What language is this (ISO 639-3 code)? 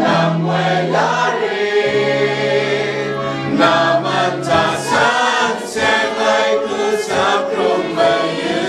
kac